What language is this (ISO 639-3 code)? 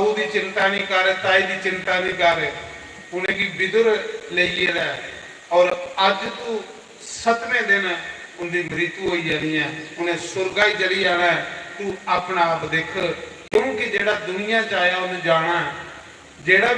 doi